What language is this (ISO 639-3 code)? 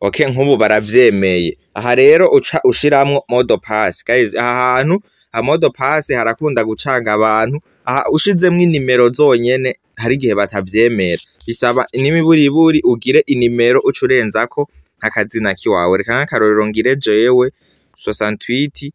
run